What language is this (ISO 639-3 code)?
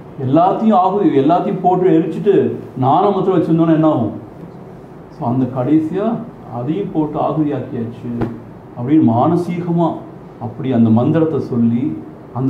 tam